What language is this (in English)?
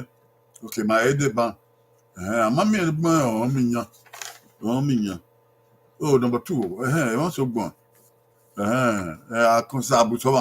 Bini